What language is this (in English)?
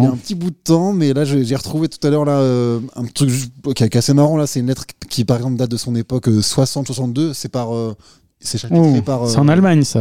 French